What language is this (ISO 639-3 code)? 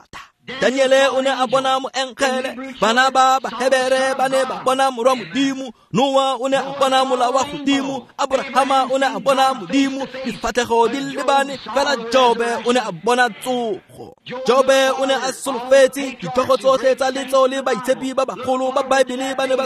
tsn